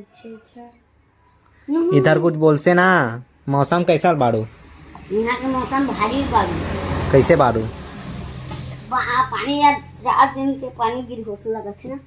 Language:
Chhattisgarhi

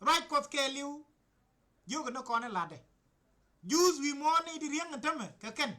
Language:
Nuer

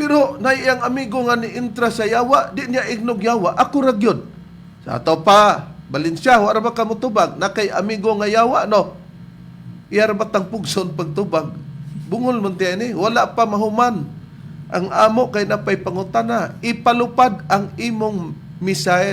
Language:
Cebuano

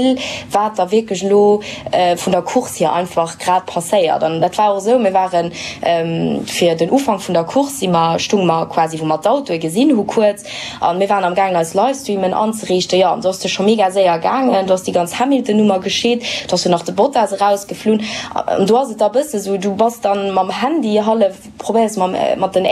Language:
Luxembourgish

